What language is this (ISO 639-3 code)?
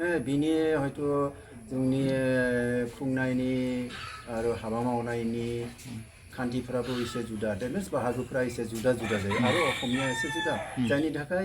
brx